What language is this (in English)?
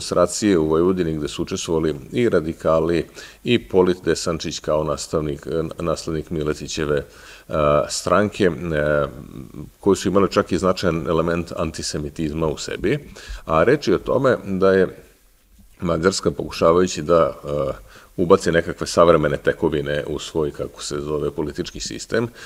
Serbian